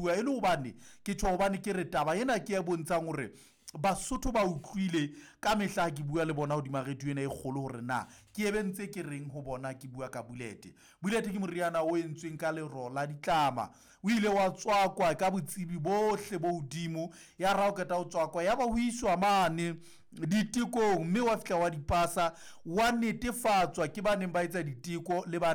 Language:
Southern Sotho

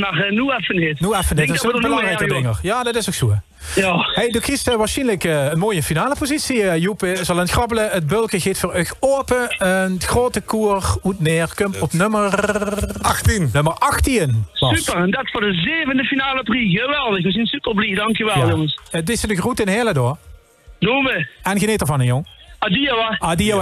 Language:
Limburgish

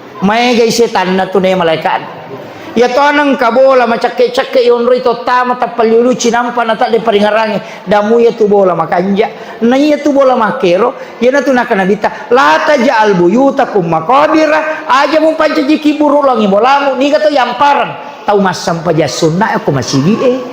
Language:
Buginese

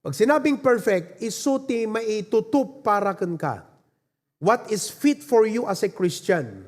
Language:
Iloko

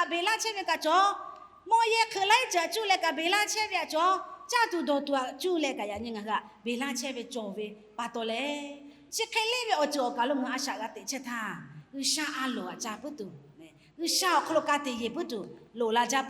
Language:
Lahu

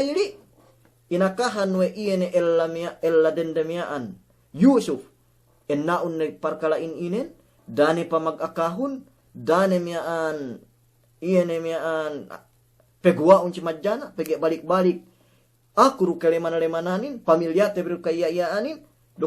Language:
Yakan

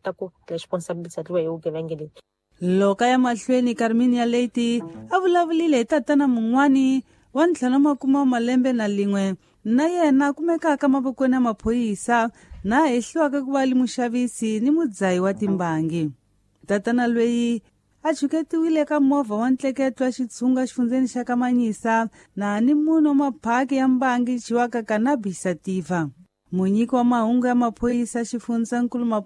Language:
Tsonga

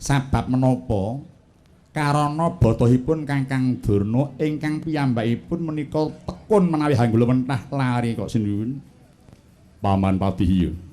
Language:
Javanese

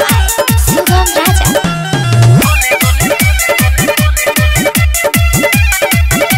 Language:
Bhojpuri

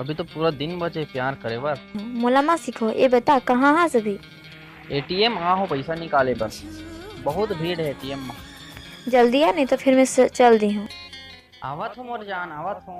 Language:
Chhattisgarhi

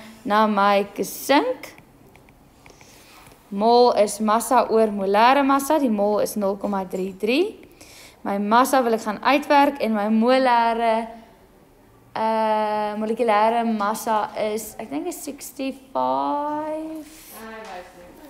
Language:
Afrikaans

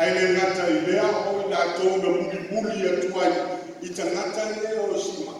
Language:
Samoan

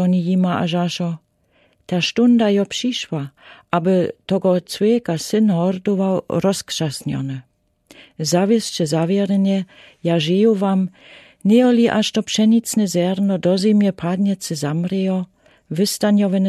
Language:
Lower Sorbian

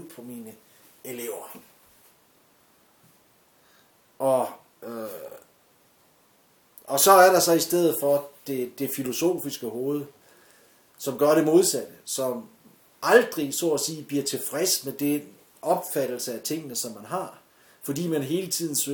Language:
Danish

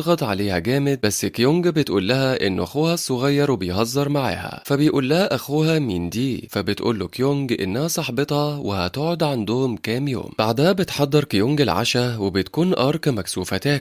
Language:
Egyptian Arabic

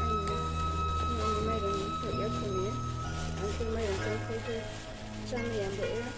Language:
Riang (India)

